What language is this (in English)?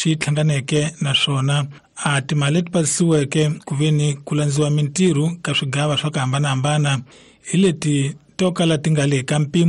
Tsonga